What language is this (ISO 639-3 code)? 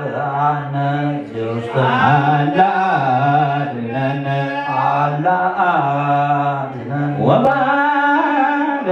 gez